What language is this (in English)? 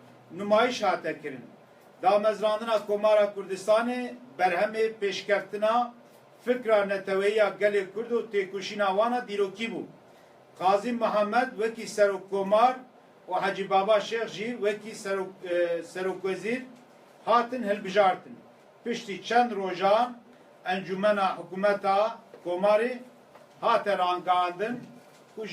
Kurdish